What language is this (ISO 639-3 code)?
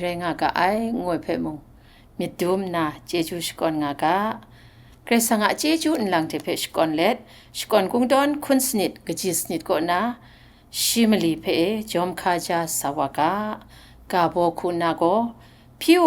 kac